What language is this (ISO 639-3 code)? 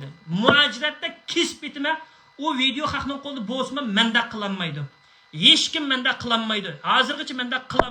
uig